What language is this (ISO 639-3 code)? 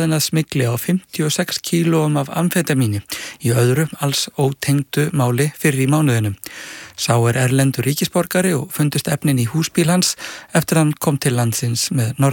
isl